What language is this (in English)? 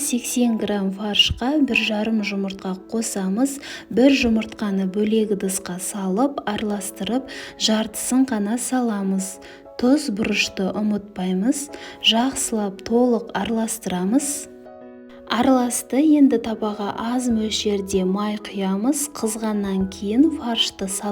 Kazakh